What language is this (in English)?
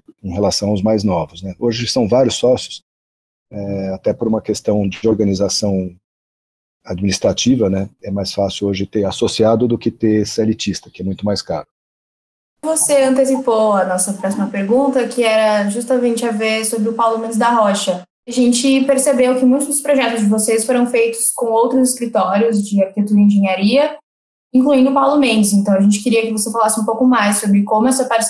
Portuguese